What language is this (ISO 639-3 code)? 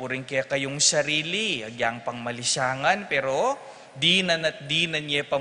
pam